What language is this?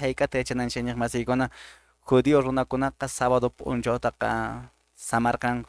Quechua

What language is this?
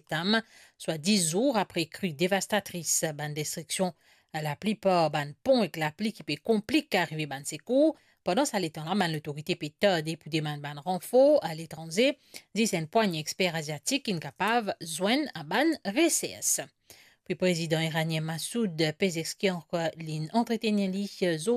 Morisyen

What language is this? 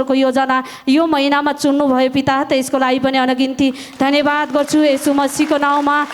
Nepali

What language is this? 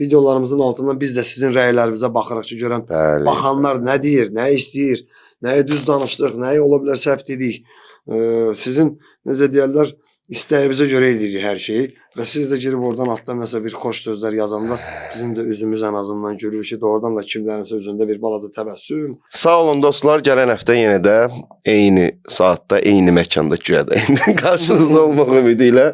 Azerbaijani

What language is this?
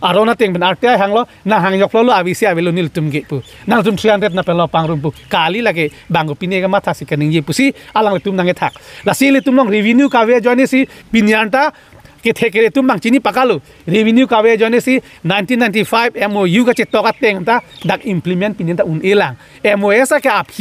Karbi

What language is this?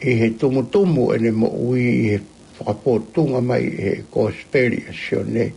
Tongan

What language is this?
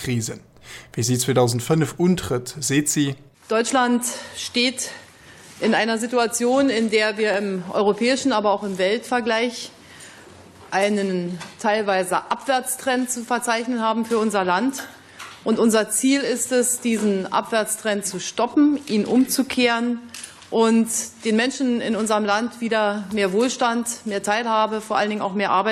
Luxembourgish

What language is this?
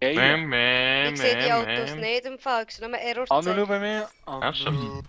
Swiss German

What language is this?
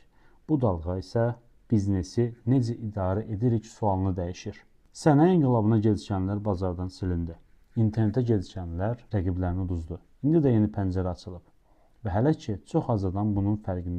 Azerbaijani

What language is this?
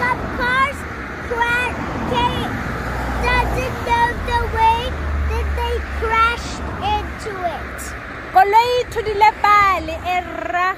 Tswana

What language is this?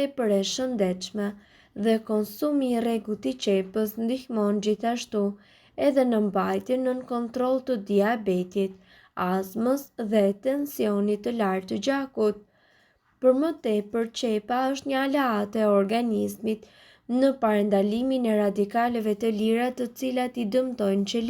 Albanian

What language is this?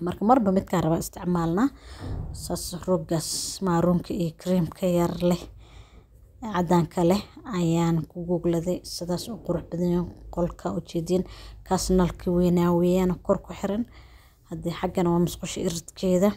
Somali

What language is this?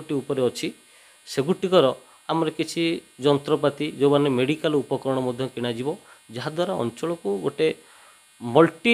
Odia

